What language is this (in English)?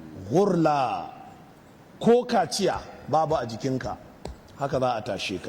Hausa